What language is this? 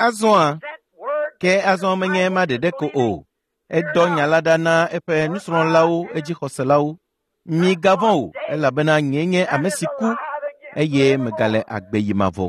Ewe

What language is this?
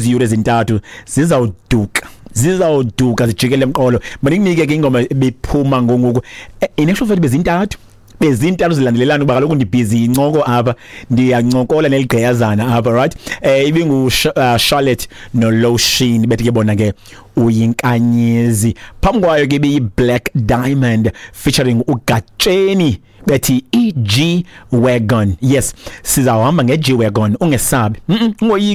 Xhosa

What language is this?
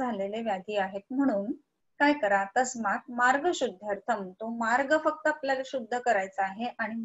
Marathi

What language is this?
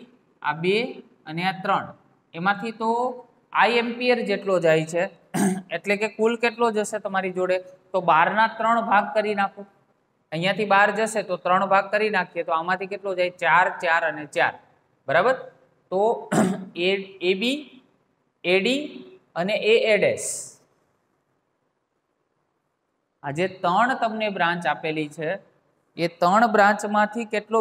Gujarati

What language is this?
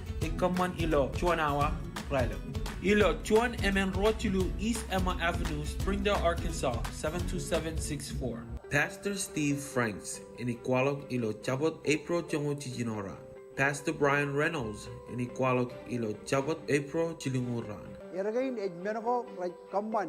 Marshallese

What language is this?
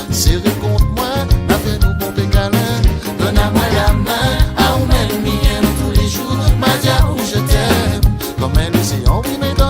Réunion Creole French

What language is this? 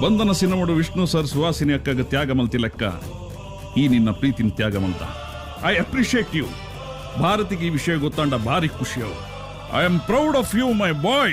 Tulu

